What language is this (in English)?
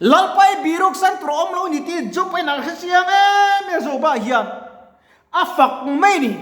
Mizo